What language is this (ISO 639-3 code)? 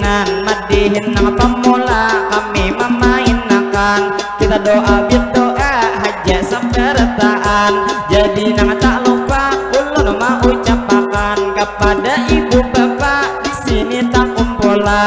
bjn